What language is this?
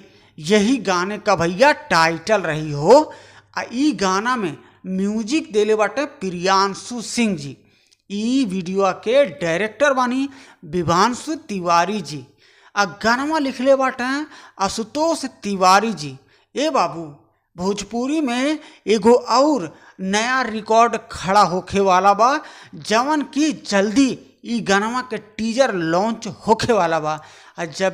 Bhojpuri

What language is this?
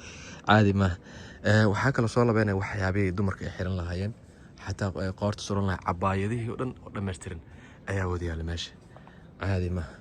Somali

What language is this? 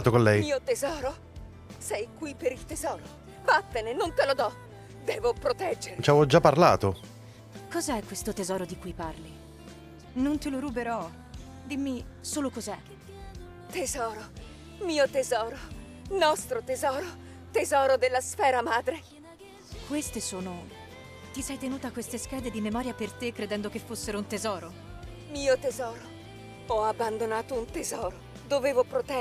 Italian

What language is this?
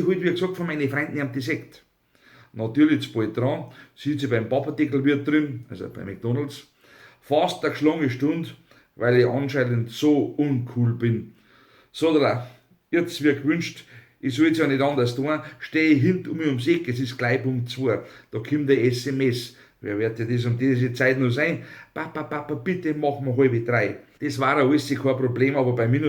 Bavarian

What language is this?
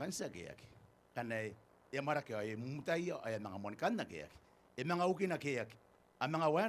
Gilbertese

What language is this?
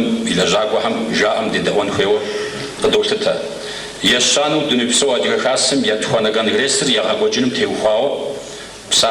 Kabardian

